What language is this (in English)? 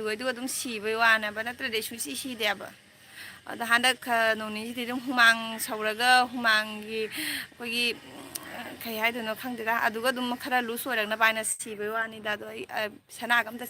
Manipuri